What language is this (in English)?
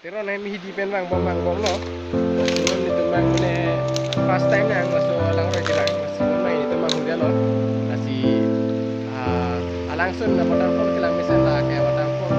Karbi